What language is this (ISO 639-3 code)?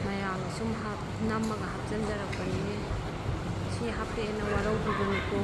mni